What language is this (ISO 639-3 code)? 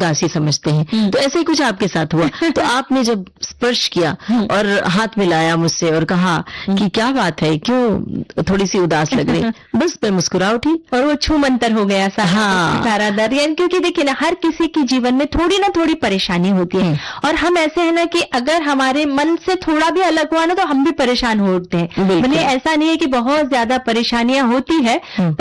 hin